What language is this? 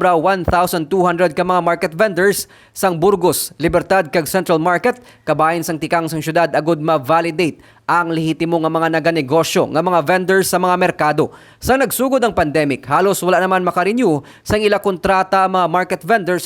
Hiligaynon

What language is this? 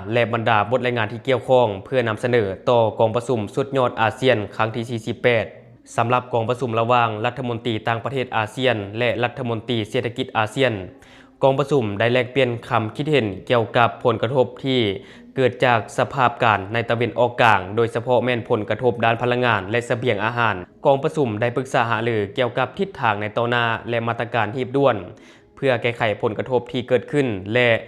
Lao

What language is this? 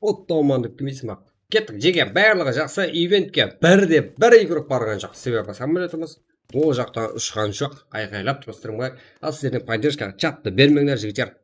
Kara-Kalpak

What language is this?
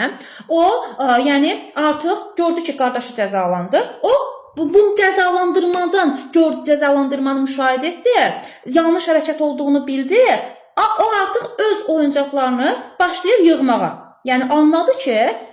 Azerbaijani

